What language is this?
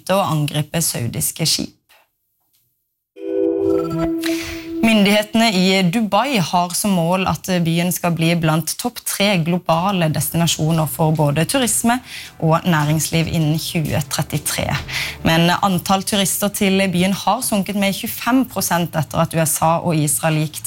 Norwegian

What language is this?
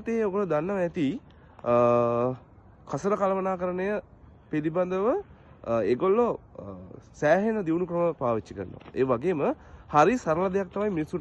Sinhala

